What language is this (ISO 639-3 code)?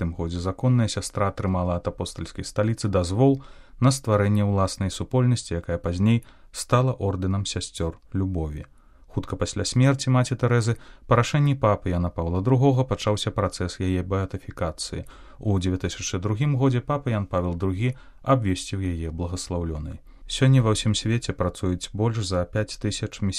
bel